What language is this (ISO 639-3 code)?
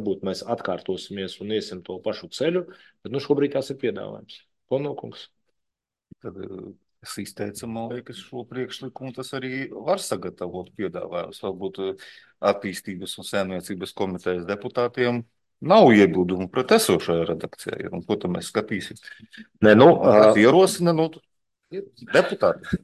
lav